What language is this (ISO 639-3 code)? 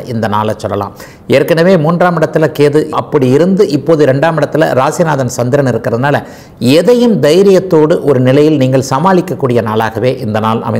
tam